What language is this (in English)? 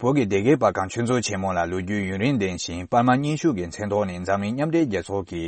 Tibetan